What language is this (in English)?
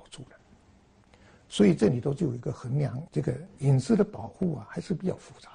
Chinese